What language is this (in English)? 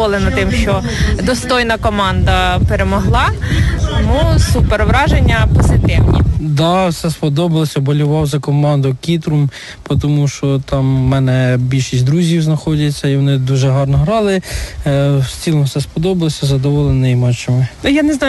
Ukrainian